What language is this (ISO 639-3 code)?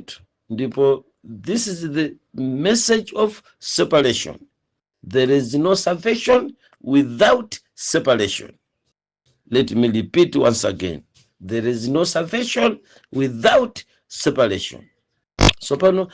nya